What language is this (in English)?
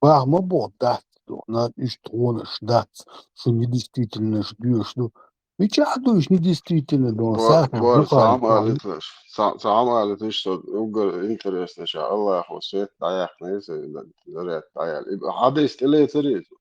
Chechen